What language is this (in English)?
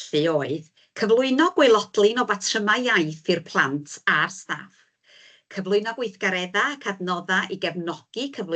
Welsh